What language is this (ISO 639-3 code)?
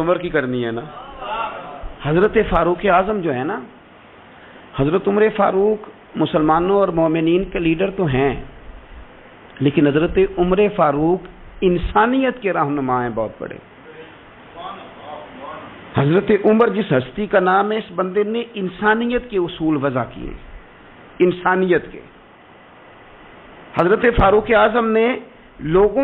urd